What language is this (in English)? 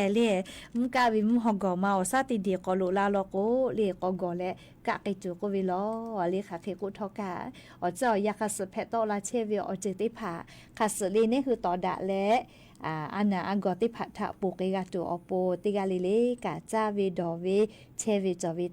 Lahu